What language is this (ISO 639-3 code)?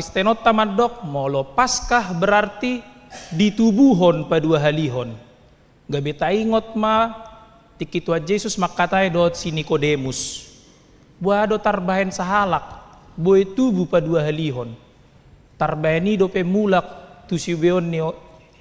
bbc